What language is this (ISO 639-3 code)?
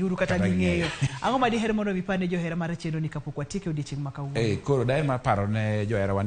luo